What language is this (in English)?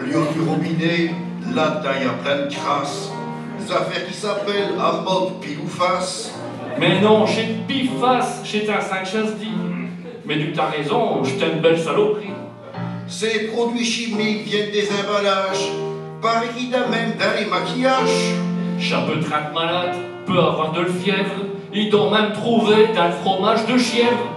Picard